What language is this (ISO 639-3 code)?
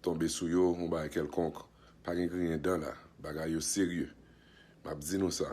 hat